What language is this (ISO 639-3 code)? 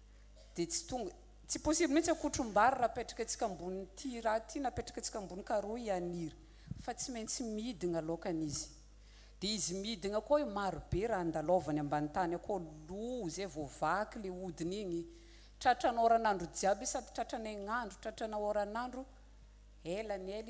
mlg